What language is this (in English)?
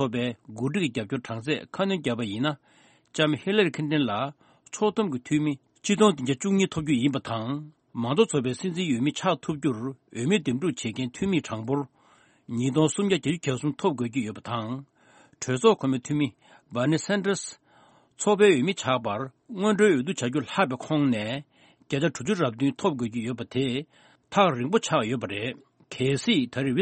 Tibetan